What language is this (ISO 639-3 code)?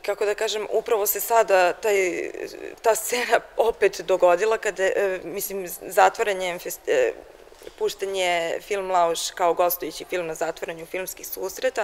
srp